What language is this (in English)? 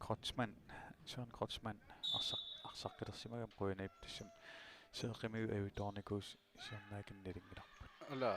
Kalaallisut